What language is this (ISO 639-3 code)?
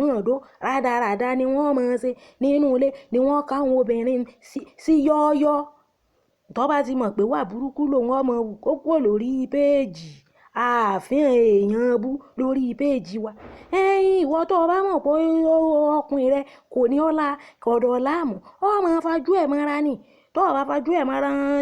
yor